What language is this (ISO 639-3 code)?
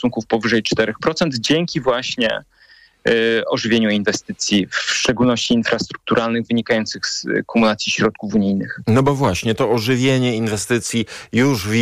pol